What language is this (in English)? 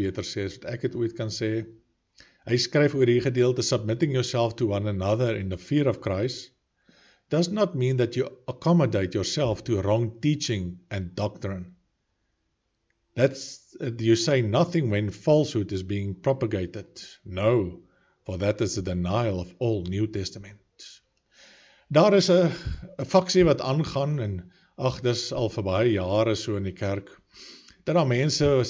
Afrikaans